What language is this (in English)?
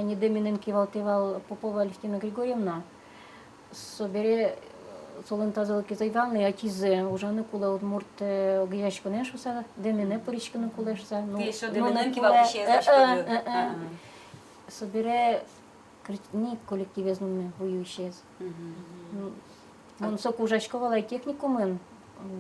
Udmurt